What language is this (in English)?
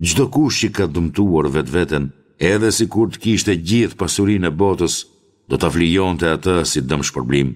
Albanian